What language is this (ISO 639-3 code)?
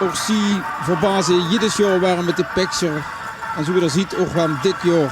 lim